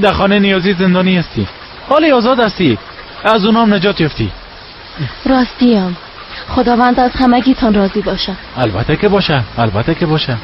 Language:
Persian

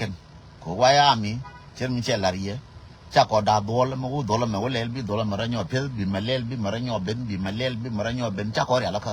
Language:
Nuer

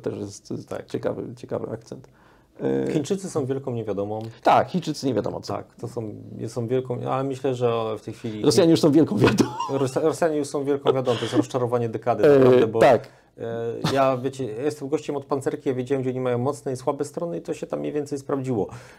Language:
Polish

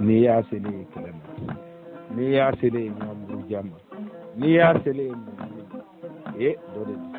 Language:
Bambara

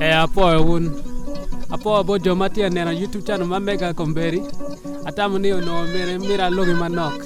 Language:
Acoli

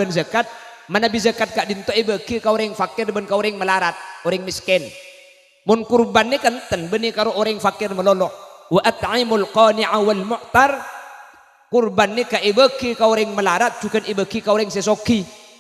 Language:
Madurese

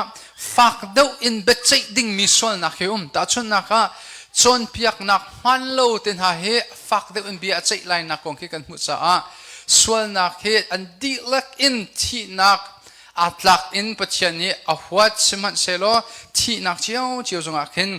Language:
Hakha Chin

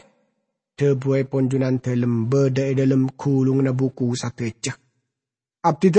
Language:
Madurese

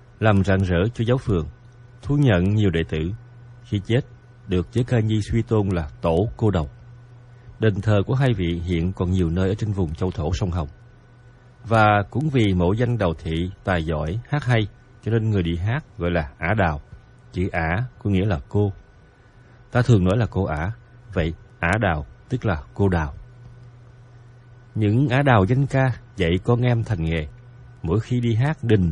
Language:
Vietnamese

